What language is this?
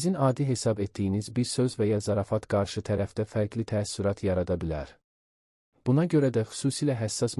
Azerbaijani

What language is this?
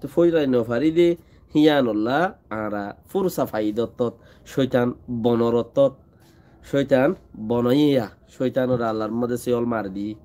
Rohingya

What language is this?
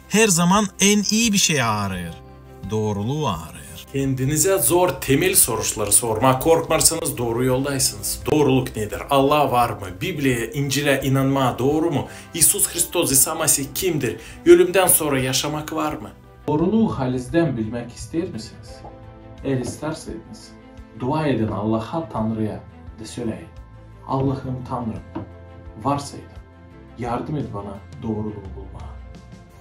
Gagauz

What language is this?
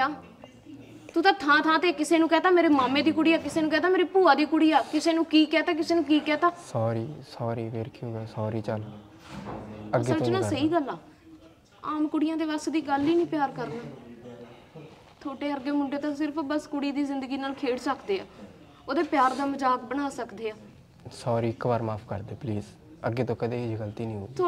Punjabi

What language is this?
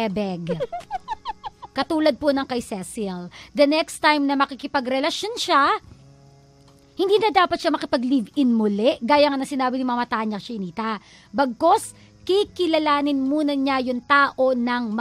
Filipino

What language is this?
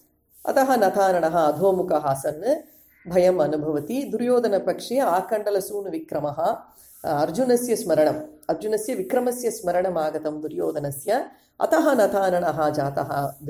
Sanskrit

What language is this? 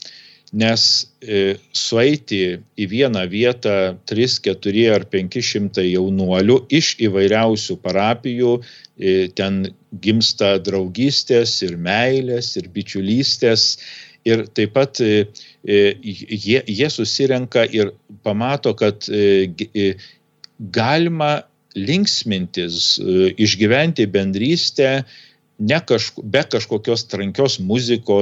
Lithuanian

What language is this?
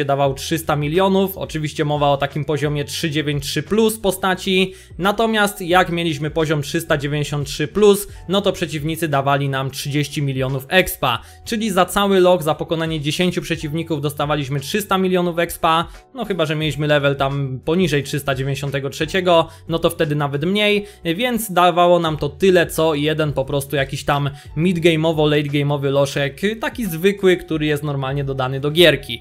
Polish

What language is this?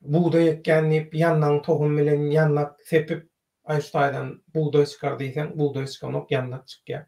Turkmen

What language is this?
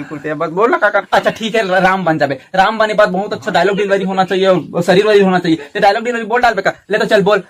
Chhattisgarhi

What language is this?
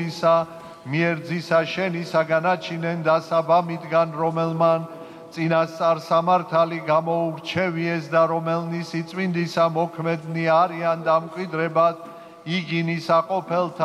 Georgian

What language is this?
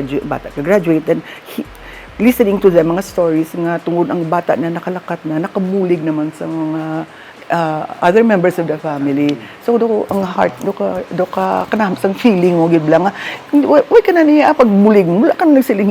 Hiligaynon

